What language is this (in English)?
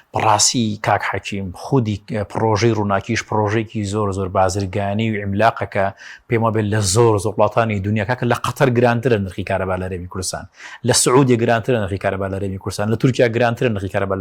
Central Kurdish